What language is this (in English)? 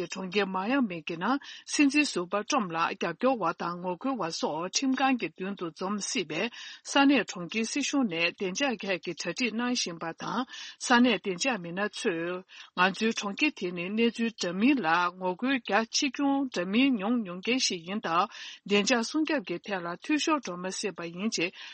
Tibetan